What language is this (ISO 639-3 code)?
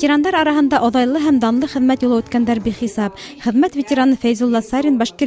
bak